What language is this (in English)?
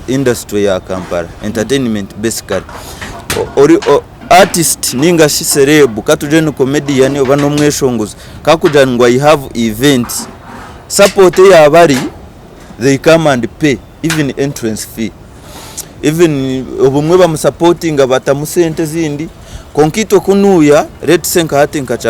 Nyankole